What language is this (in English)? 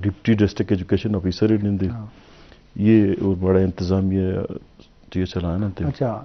Eastern Balochi